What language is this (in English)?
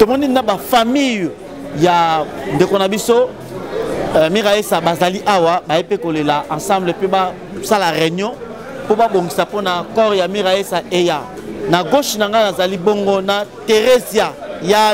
Lingala